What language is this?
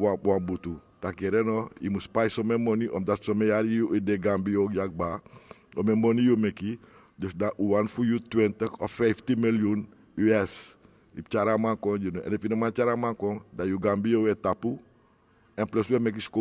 Sranan Tongo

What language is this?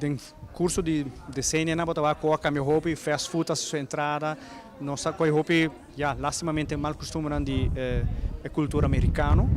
Papiamento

